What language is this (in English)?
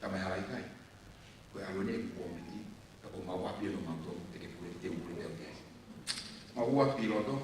Tongan